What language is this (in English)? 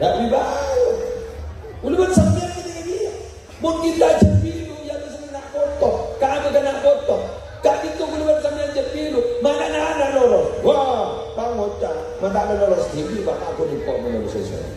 Madurese